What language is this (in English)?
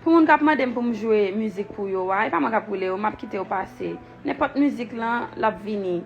Haitian Creole